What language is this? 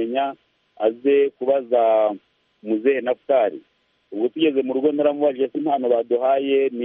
Kinyarwanda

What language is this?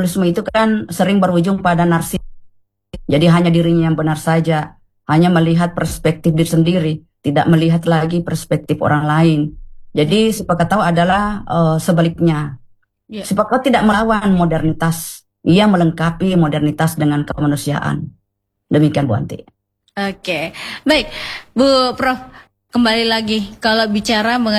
Indonesian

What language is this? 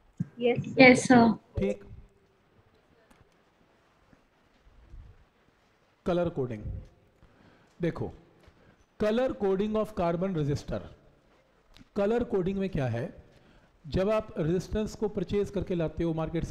Hindi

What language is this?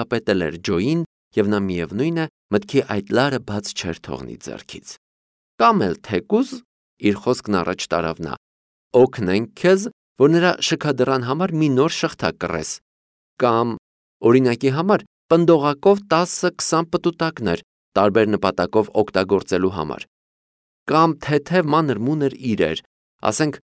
Armenian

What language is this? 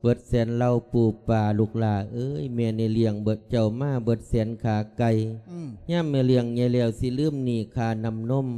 Lao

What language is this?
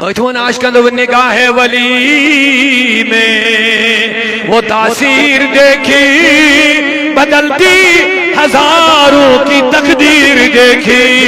Kashmiri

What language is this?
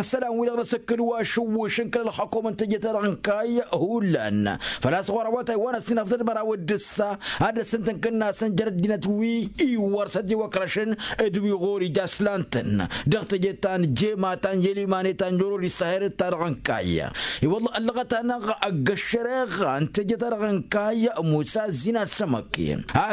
Tamasheq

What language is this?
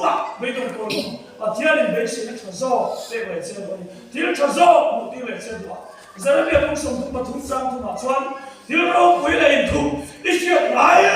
Mizo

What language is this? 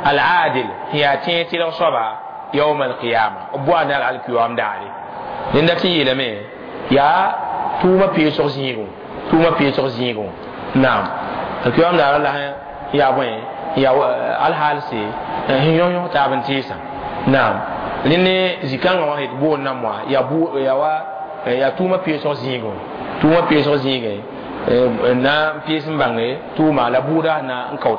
Mossi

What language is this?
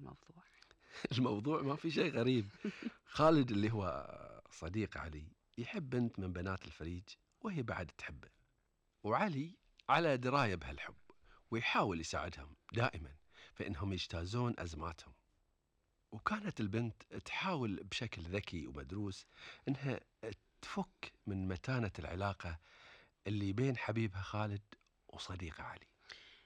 Gulf Arabic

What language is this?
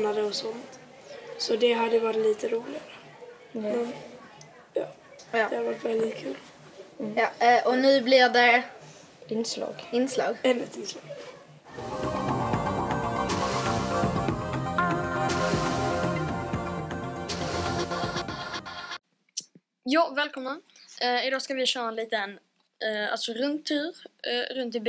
Swedish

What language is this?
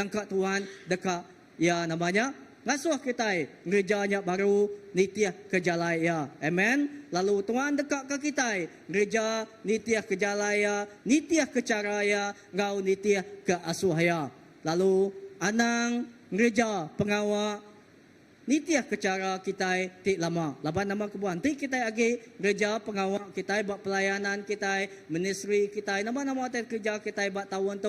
Iban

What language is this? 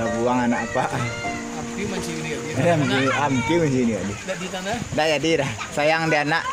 Minangkabau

